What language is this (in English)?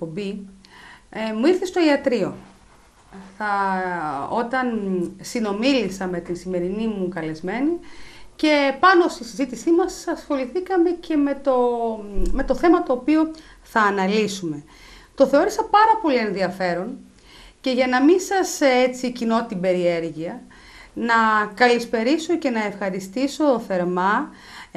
Greek